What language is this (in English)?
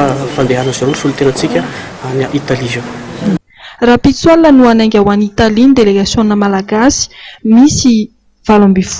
Malagasy